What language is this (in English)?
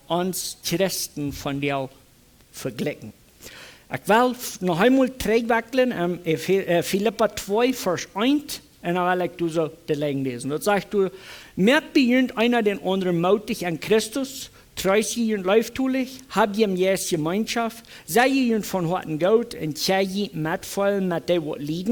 Plautdietsch